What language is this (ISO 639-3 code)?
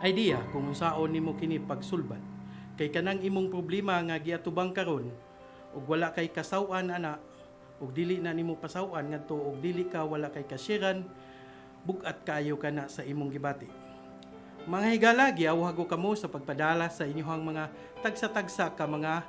ceb